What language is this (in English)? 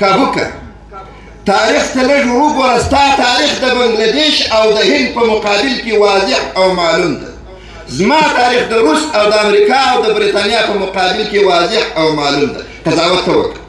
Pashto